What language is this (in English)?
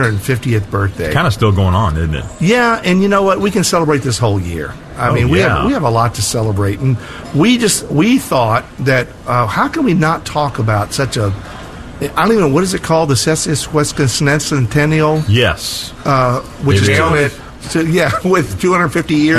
English